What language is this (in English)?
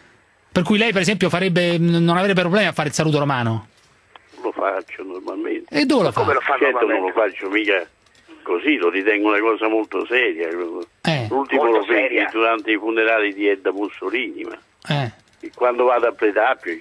Italian